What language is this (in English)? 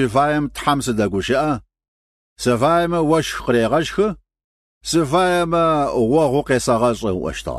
Kabardian